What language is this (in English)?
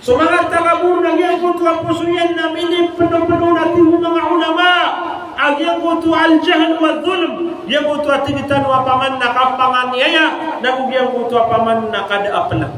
Maranao